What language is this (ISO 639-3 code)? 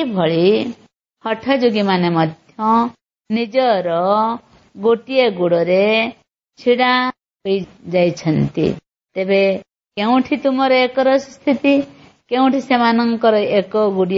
ori